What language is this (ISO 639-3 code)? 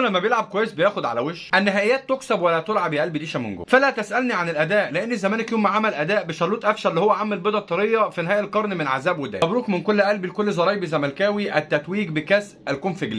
arz